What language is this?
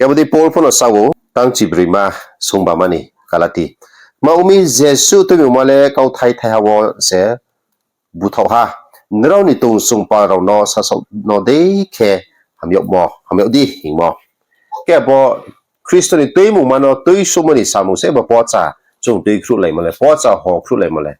Riang (India)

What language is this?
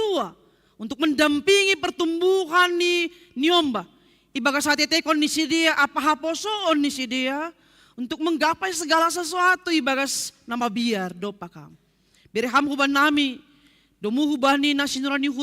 Batak Simalungun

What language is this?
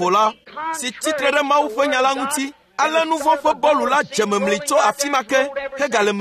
Ewe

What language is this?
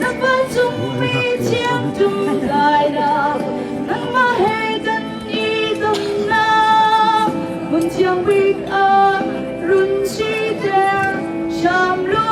Hakha Chin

